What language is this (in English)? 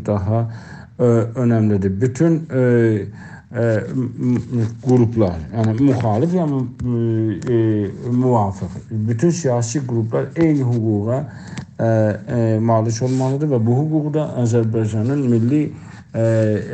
South Azerbaijani